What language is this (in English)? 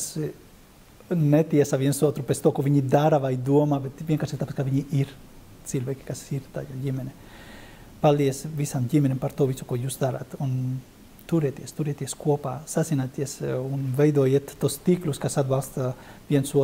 Latvian